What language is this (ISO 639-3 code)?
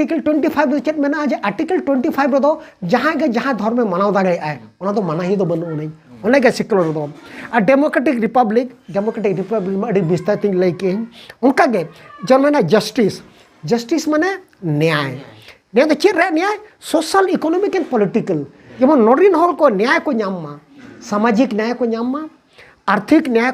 sat